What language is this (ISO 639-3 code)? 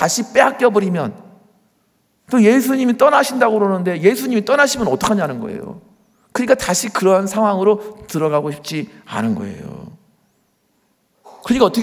kor